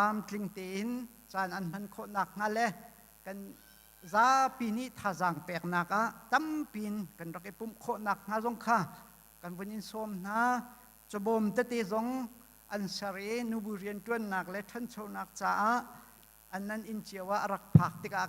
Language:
Hakha Chin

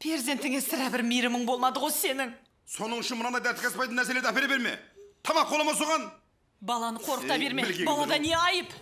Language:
Kara-Kalpak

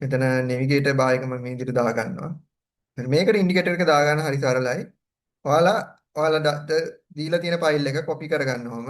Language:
Sinhala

